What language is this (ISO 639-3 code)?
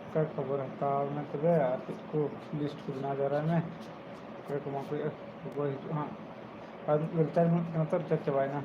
sat